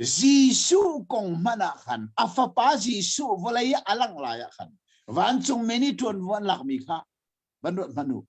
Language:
Hakha Chin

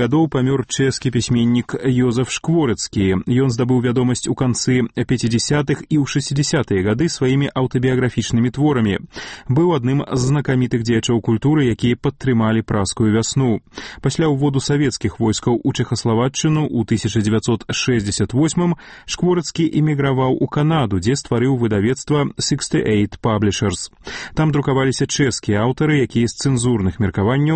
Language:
Belarusian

